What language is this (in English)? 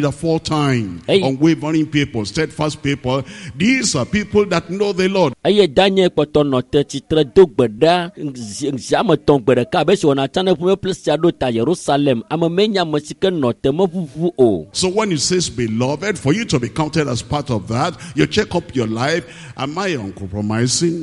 Ewe